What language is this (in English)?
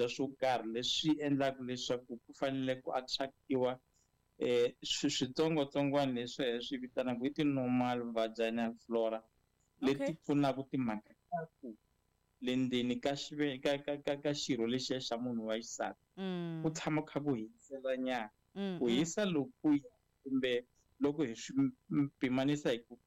Tsonga